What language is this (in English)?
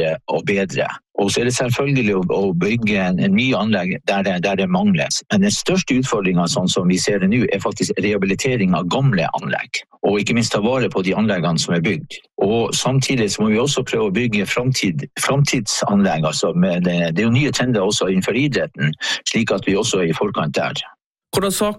Norwegian